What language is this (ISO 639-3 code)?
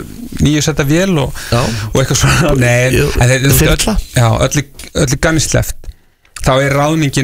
isl